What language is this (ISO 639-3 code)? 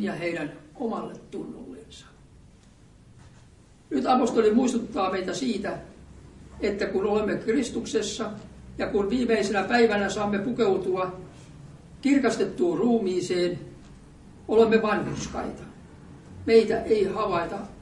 fin